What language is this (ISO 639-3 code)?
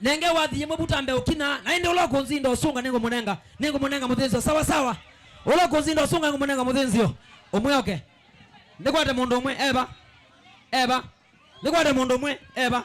kam